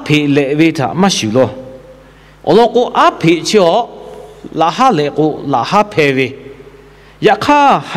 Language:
Lahu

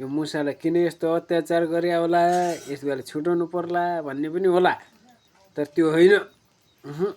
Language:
Nepali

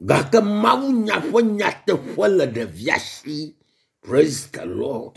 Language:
Ewe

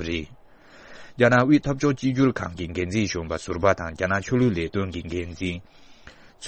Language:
Tibetan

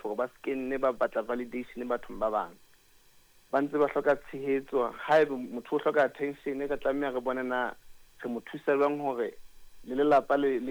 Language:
Southern Sotho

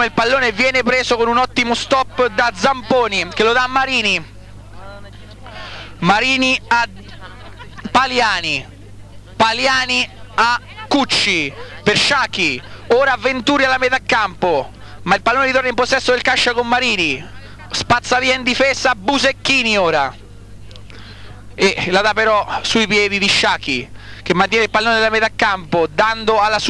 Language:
Italian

